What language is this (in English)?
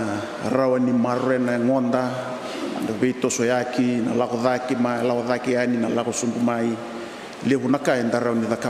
Fijian